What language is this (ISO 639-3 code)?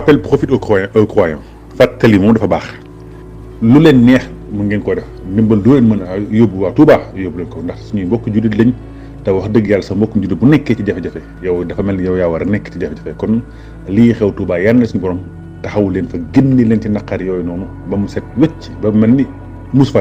wol